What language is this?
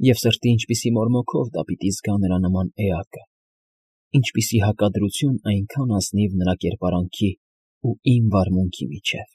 Armenian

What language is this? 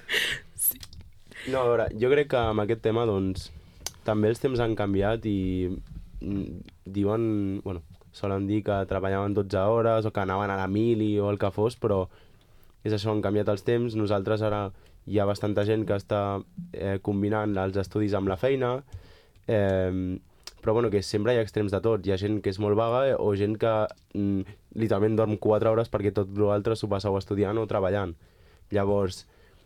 Catalan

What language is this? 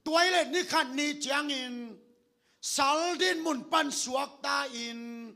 Tedim Chin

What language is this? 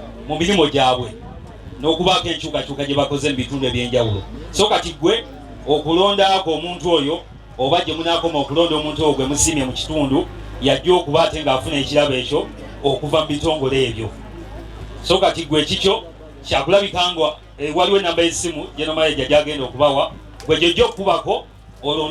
Ganda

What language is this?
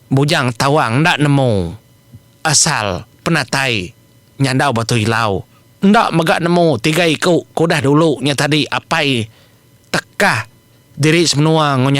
Iban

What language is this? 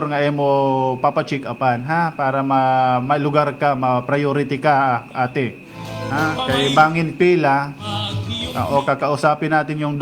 Waray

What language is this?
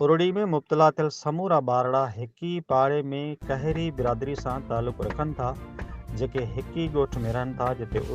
Sindhi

